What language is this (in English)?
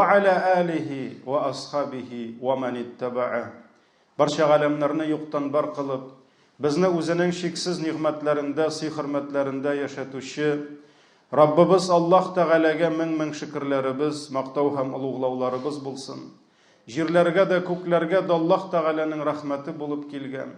Tatar